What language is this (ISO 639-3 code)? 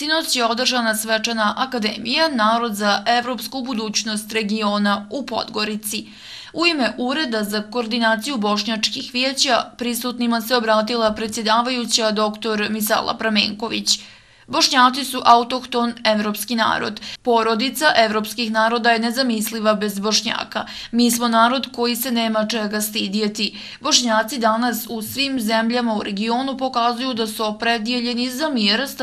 bos